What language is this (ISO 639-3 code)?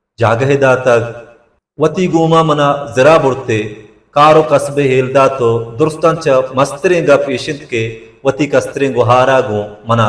bal